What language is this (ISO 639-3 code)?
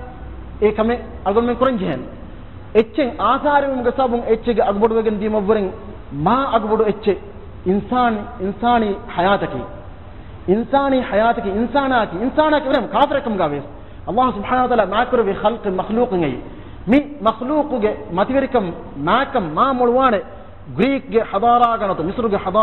div